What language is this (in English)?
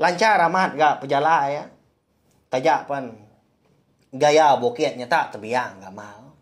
Iban